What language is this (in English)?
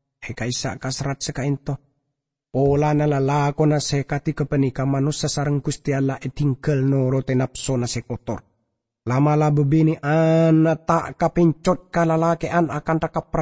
Madurese